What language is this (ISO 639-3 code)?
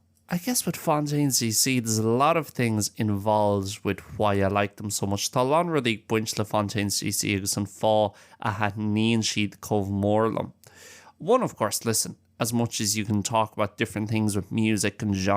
gle